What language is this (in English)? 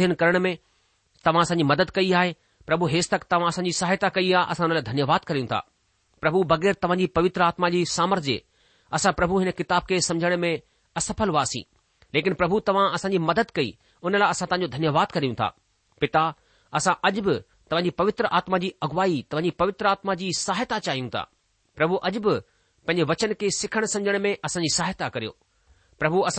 Sindhi